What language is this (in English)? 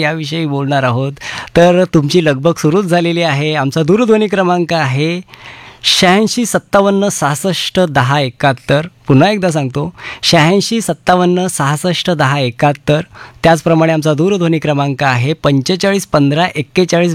Marathi